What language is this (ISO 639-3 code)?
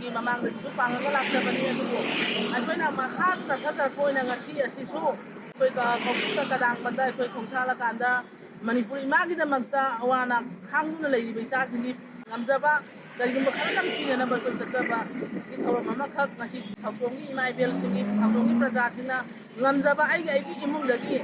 mni